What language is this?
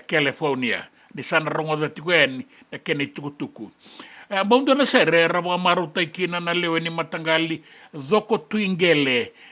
Fijian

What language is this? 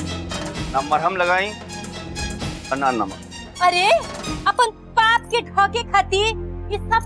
Bhojpuri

